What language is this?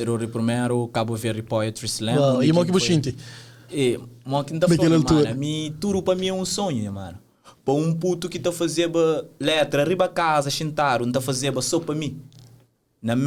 Kabuverdianu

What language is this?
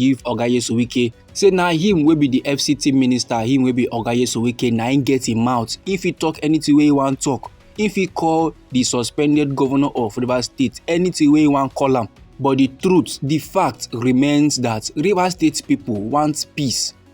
Nigerian Pidgin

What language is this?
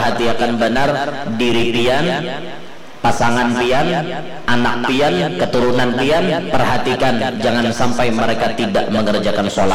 Banjar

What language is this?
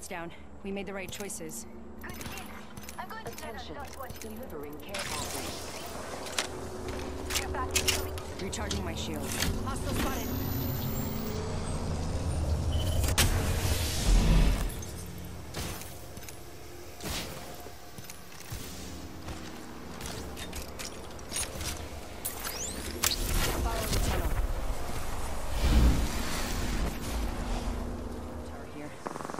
English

